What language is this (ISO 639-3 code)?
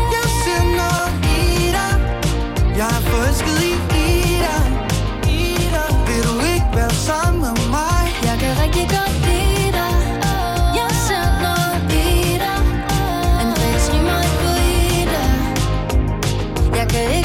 dan